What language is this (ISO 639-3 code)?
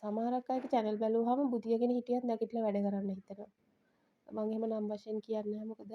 sin